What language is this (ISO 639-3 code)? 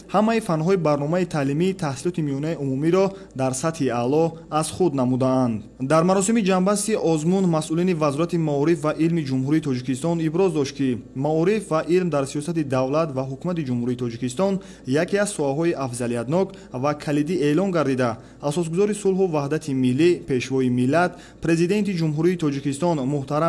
tgk